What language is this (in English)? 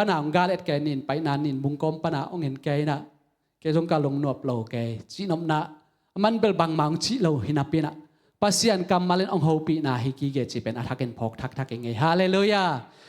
Tedim Chin